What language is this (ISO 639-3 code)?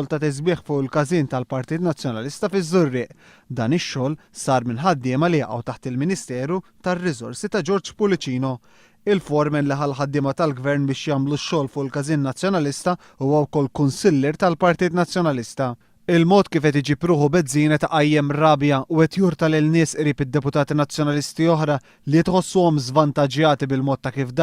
mlt